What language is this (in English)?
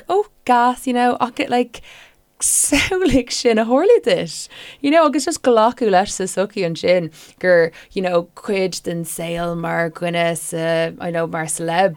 Irish